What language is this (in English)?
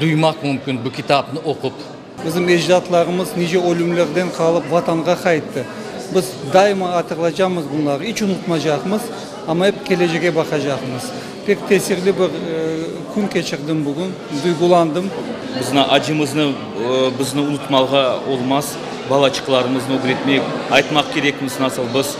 Crimean Tatar